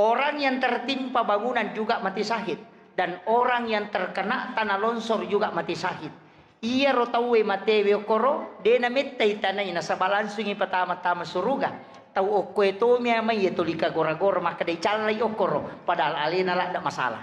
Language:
Buginese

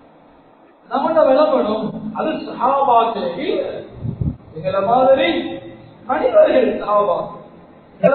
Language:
Tamil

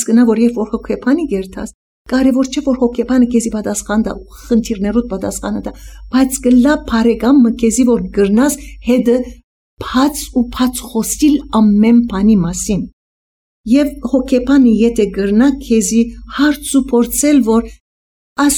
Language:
Armenian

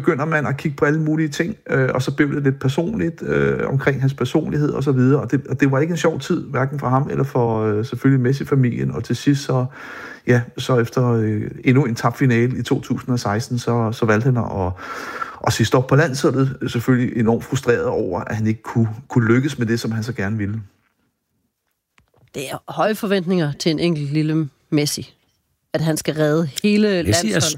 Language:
Danish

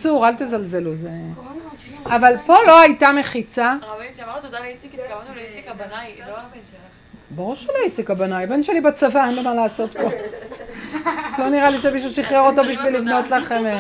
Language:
Hebrew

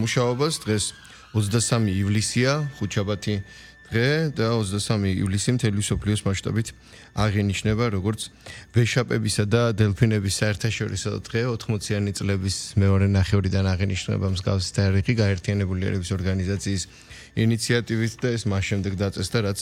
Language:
Georgian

